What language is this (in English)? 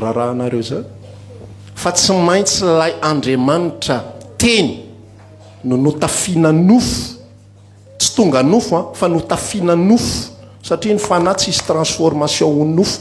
Malagasy